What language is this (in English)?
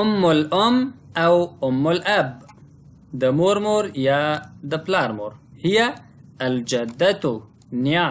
Pashto